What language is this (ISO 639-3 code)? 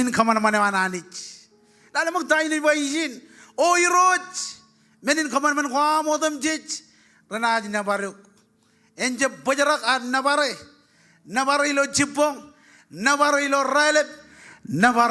mah